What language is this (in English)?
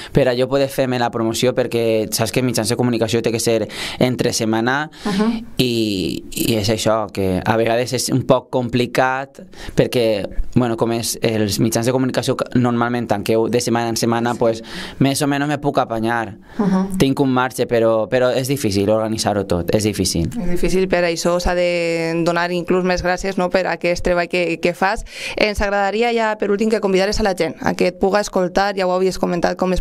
Catalan